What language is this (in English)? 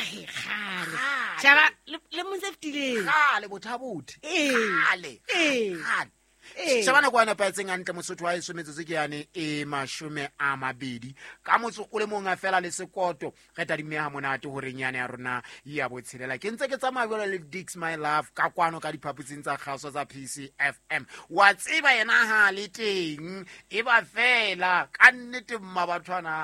Southern Sotho